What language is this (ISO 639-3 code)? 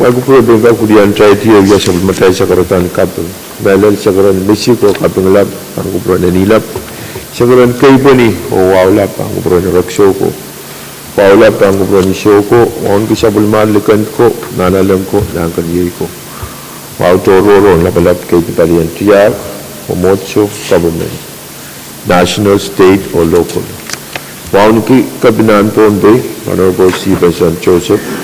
pon